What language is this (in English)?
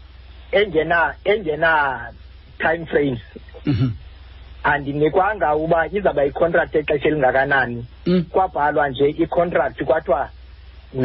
Xhosa